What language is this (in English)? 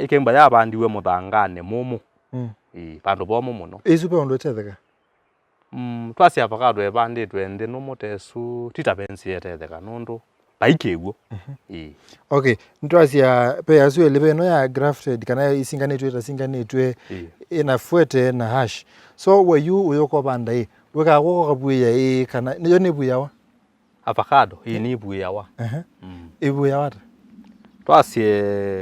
Kamba